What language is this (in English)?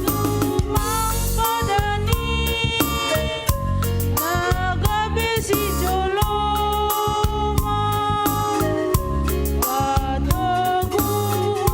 Batak Simalungun